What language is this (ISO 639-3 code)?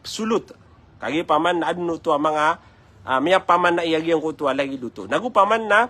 mrw